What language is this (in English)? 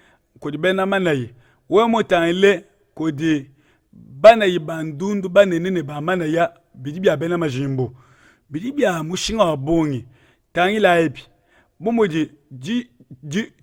Luba-Lulua